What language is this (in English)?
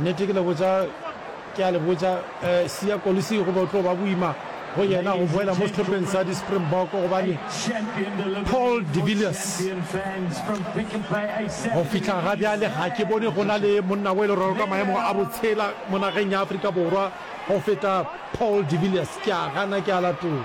Northern Sotho